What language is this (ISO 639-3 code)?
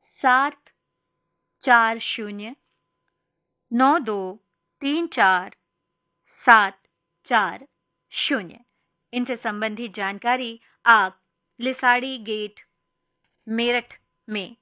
hin